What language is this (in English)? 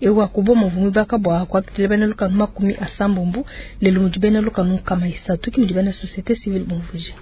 Luba-Lulua